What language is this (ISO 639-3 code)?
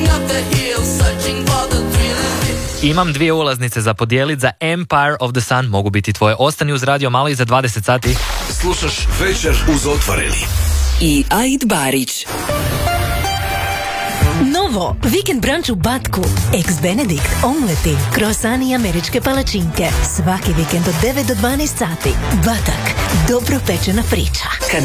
hrv